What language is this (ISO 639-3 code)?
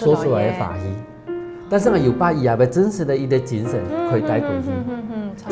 hak